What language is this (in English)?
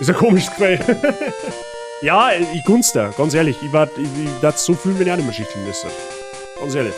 Bavarian